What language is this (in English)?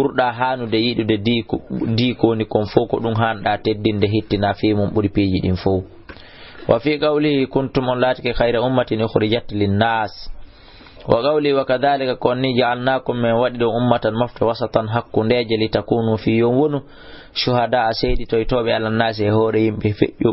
Fula